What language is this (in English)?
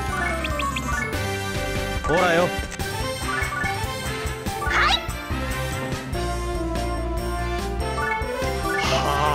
Japanese